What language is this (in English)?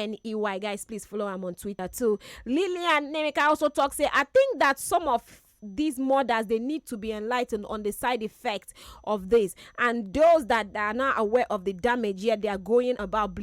Nigerian Pidgin